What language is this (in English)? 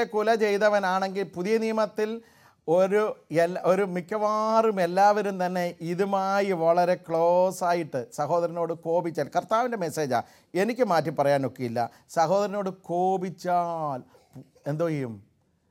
Malayalam